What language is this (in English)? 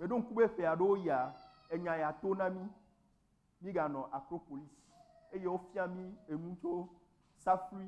Ewe